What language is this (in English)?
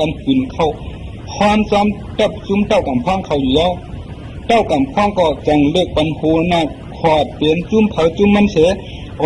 Shan